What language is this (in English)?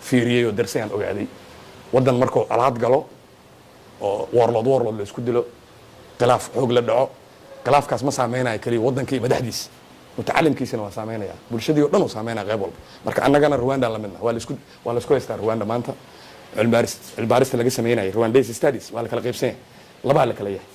Somali